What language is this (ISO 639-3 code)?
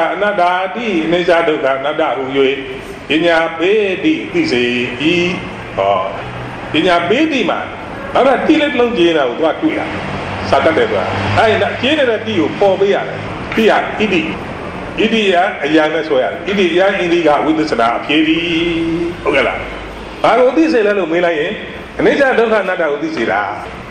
mya